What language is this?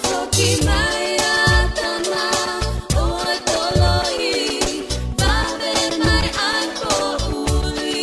Tongan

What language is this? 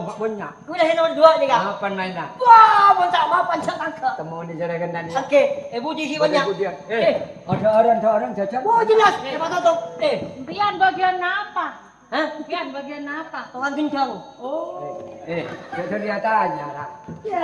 Madurese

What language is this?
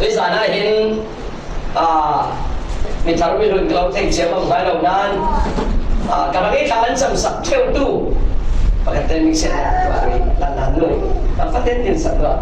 Falam Chin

